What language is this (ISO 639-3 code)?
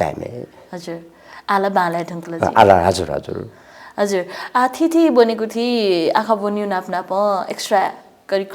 new